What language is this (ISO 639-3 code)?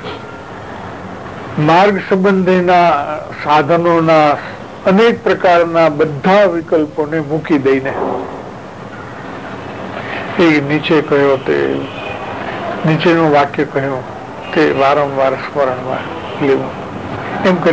guj